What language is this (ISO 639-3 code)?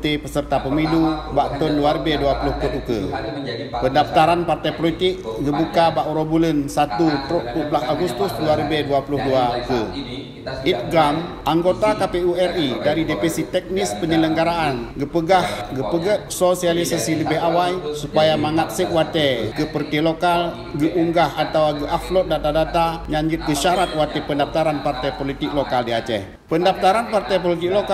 ace